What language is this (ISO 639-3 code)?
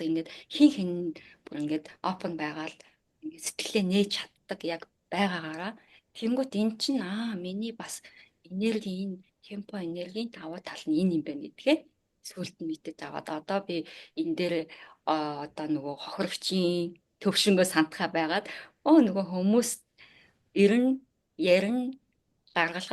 mon